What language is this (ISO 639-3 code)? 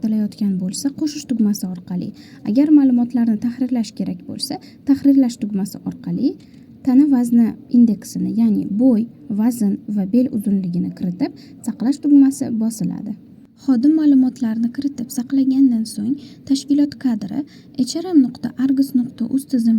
uzb